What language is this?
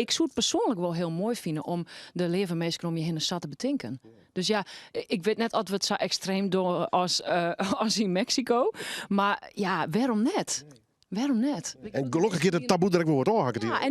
Western Frisian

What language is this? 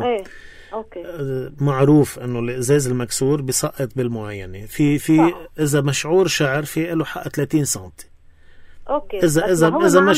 North Levantine Arabic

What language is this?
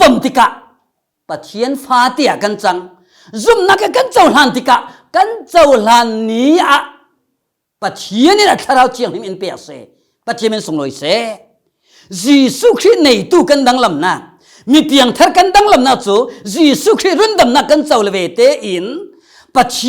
Falam Chin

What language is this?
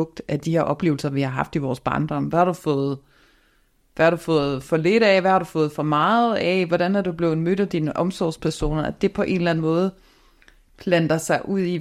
Danish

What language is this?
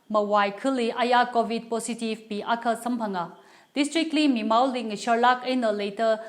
Tangkhul Naga (India)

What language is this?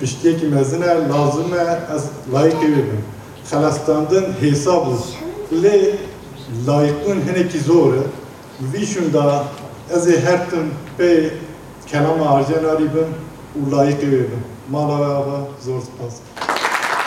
Kurdish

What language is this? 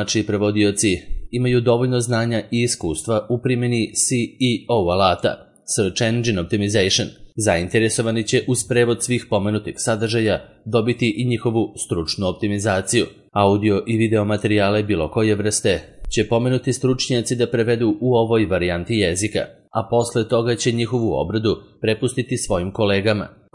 Serbian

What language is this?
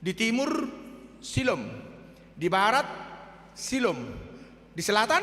Batak Toba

